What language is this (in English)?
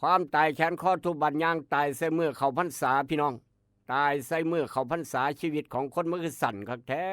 Northeastern Thai